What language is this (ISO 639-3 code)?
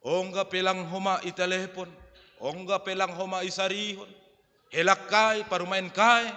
bts